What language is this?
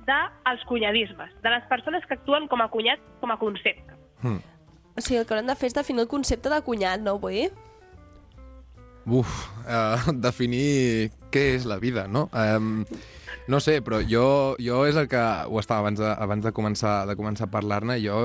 Catalan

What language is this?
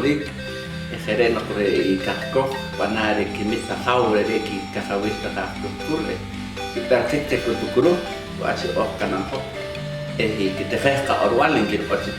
Poqomchi'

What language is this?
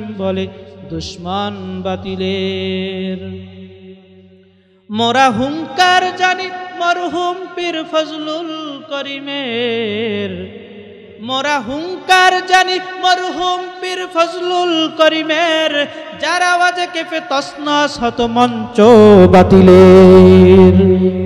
Bangla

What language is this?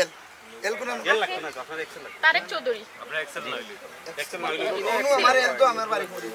Sylheti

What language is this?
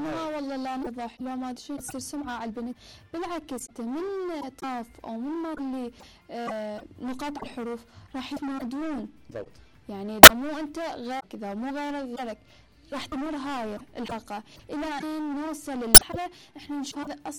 Mesopotamian Arabic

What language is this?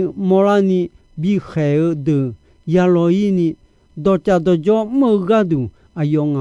Akha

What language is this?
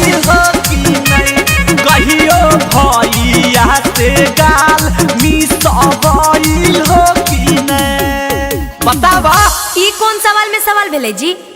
Magahi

